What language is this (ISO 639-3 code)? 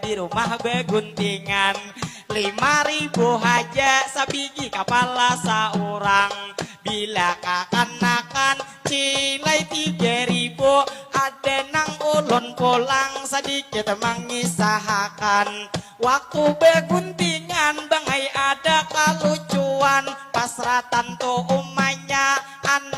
bjn